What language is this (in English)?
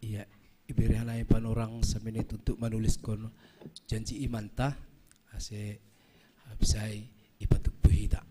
Batak Simalungun